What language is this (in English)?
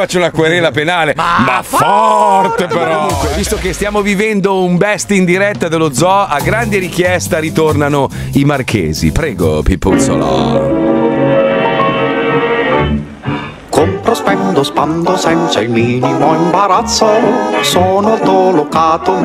Italian